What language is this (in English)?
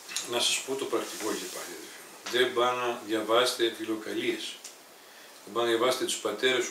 Greek